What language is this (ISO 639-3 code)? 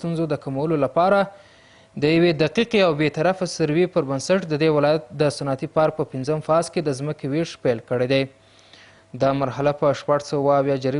pus